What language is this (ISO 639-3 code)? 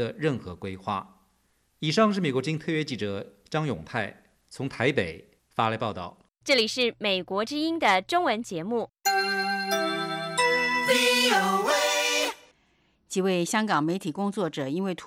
zho